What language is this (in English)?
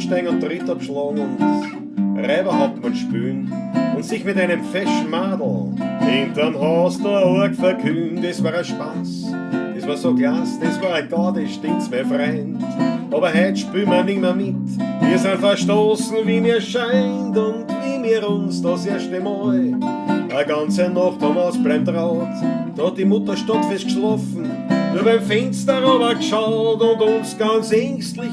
Bavarian